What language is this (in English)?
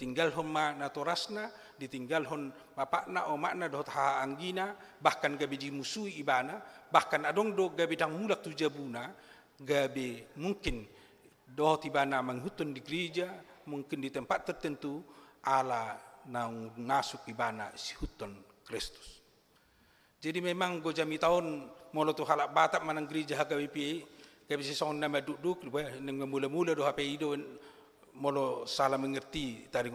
Batak Toba